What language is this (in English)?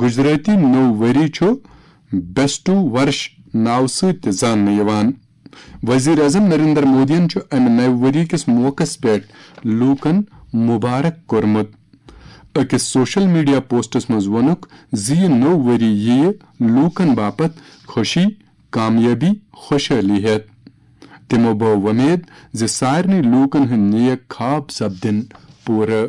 Kashmiri